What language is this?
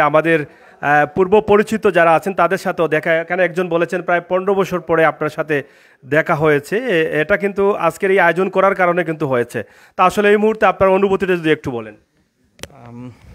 Bangla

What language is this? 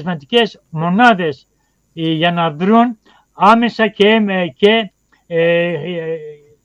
Greek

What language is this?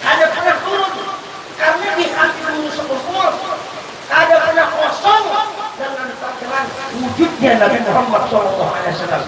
Banjar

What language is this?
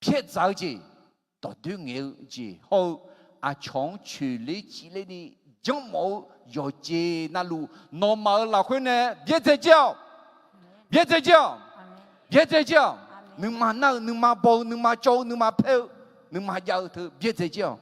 Akha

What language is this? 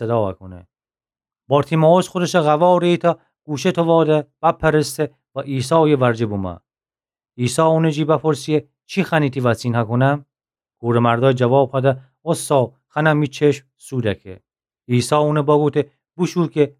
Gilaki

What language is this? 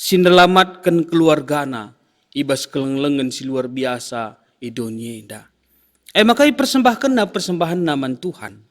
Batak Karo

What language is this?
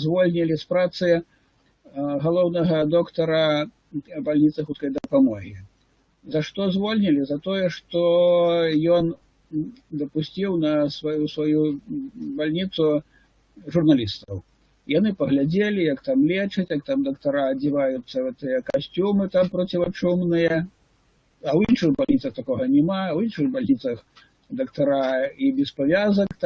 Belarusian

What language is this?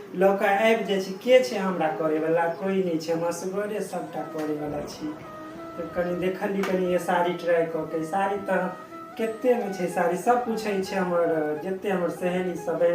Maithili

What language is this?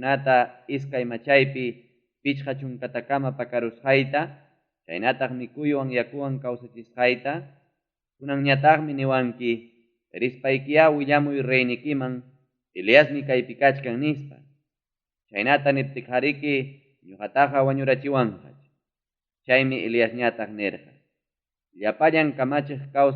Ayacucho Quechua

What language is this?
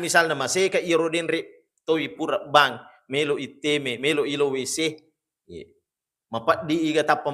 Buginese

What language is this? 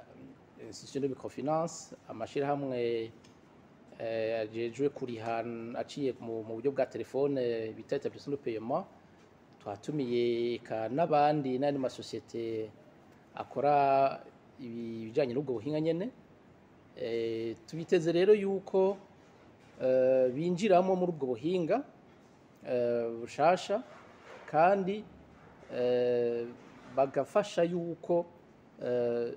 Rundi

